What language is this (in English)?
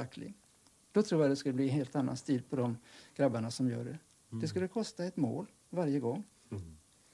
Swedish